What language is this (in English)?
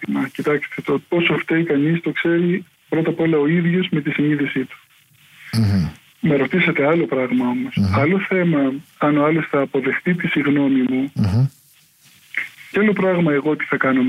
Greek